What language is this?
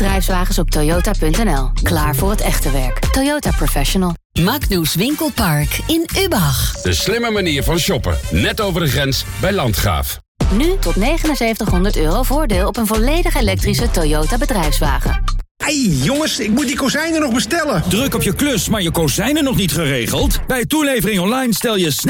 Dutch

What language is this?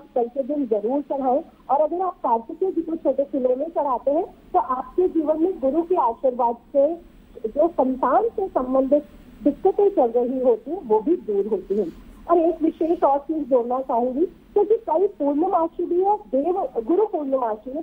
Hindi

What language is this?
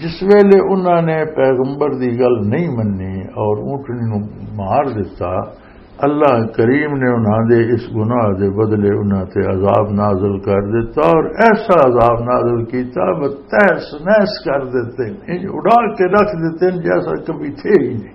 Western Panjabi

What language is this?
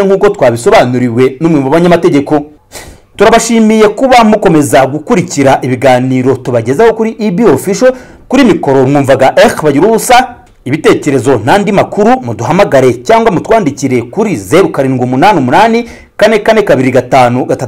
Kinyarwanda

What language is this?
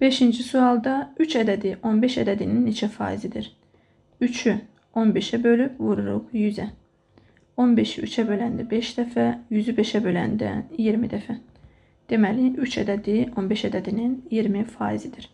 Azerbaijani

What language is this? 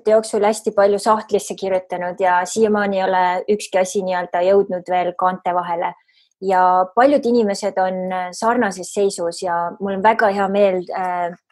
Estonian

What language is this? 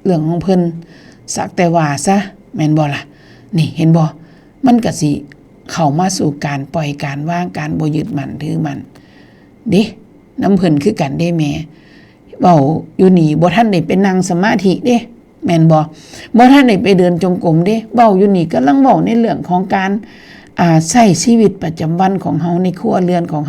Northeastern Thai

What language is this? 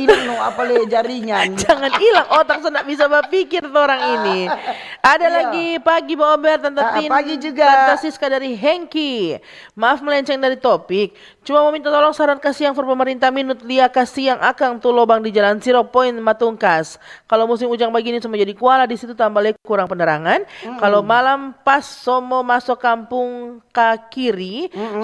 Manado Malay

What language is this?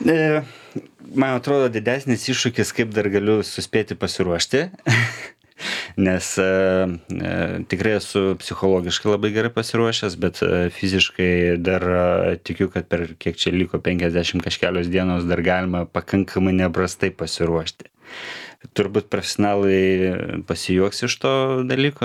Lithuanian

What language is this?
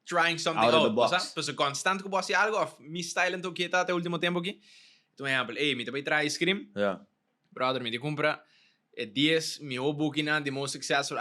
Papiamento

